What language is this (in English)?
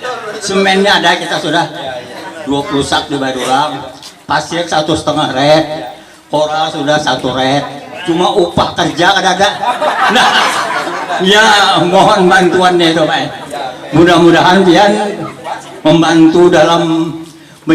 Banjar